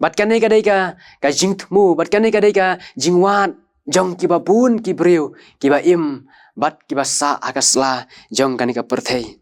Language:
Khasi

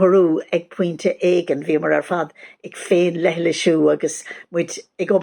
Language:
Irish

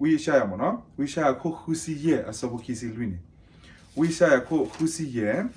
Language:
S'gaw Karen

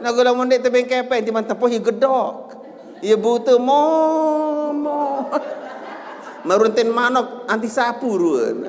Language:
Sasak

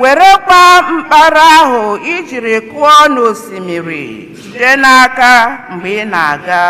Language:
Igbo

